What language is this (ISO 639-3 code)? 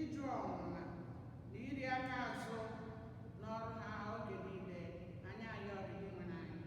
ibo